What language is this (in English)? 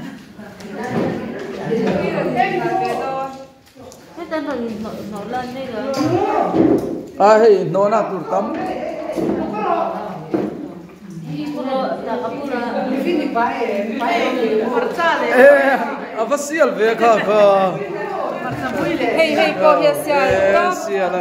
Mizo